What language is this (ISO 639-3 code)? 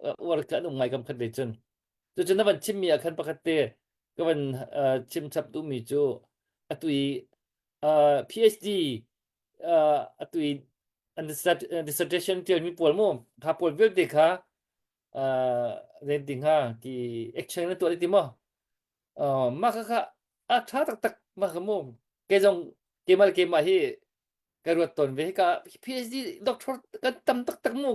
cnh